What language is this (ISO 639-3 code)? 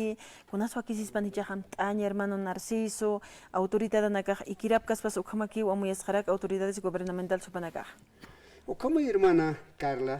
aym